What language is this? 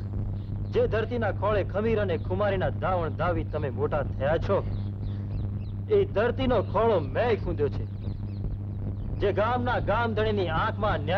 Gujarati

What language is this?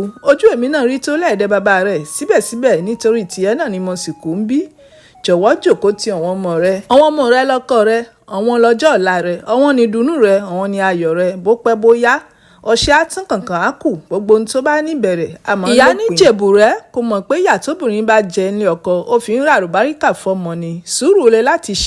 Yoruba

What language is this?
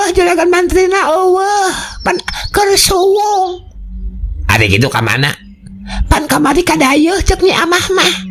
Sundanese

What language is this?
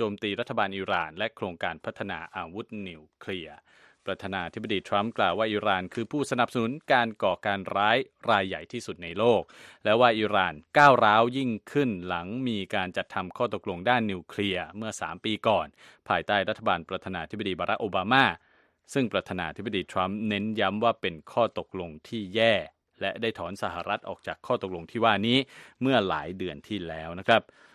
Thai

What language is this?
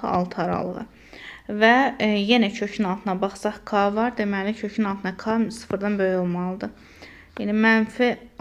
Azerbaijani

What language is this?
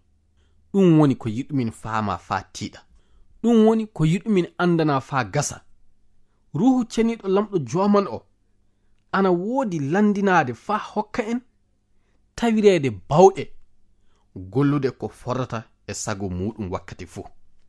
Fula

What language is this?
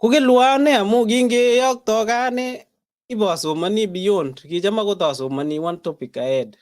Kalenjin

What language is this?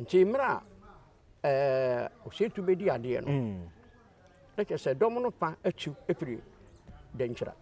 Akan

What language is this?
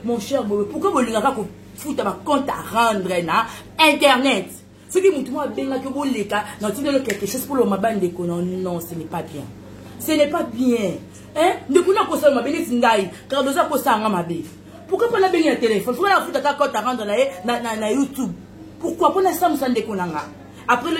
Lingala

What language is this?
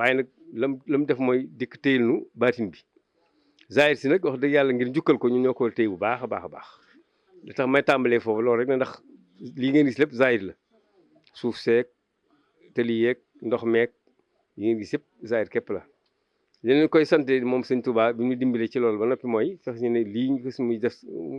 Wolof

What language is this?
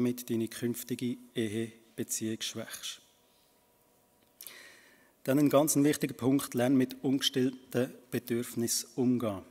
German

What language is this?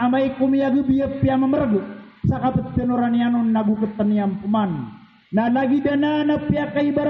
Maranao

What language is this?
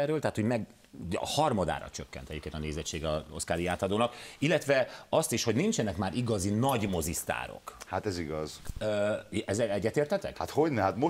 Hungarian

